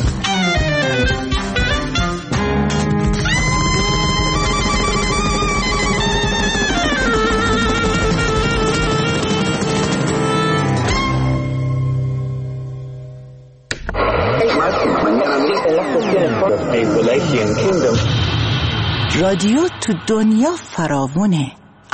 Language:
Persian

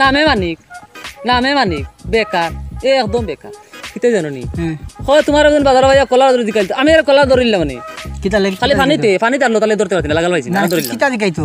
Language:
Sylheti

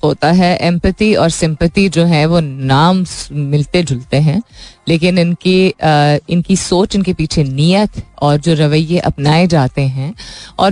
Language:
Hindi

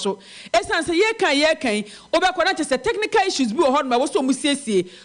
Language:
Akan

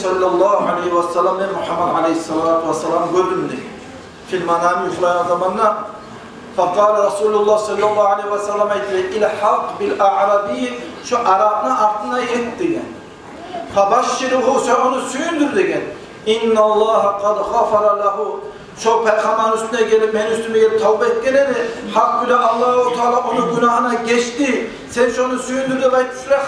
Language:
Kumyk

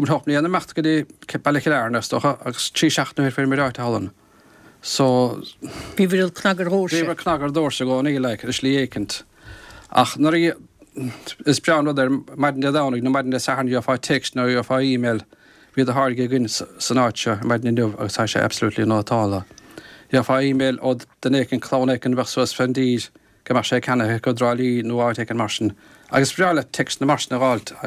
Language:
Irish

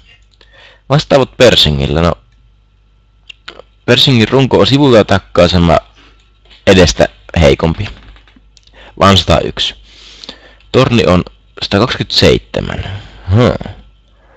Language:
Finnish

